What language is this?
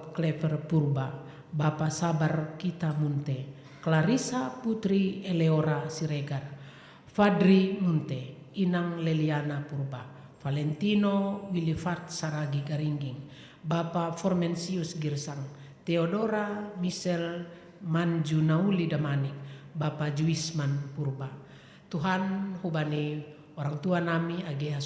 Batak Simalungun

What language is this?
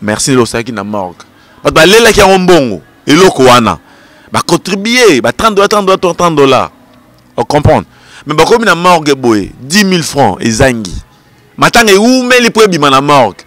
Lingala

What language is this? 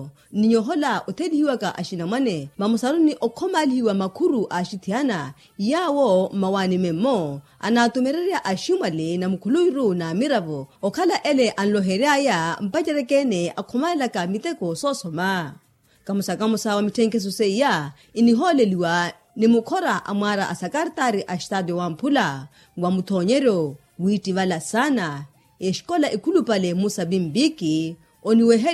Makhuwa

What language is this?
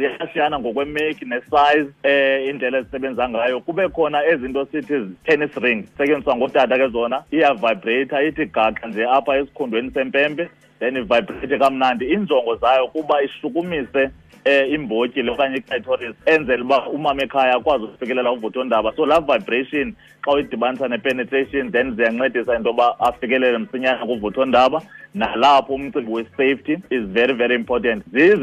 Xhosa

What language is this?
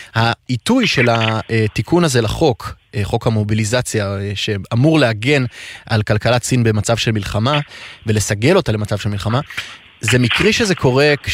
Hebrew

